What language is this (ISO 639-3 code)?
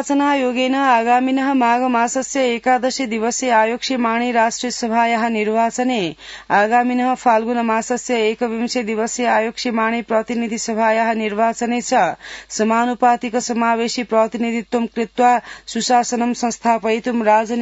san